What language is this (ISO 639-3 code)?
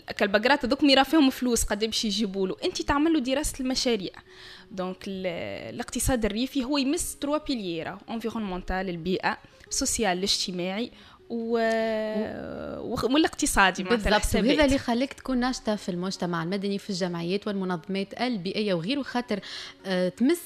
aeb